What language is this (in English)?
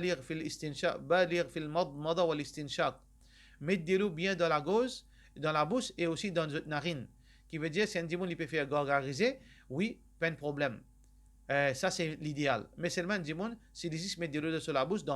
Morisyen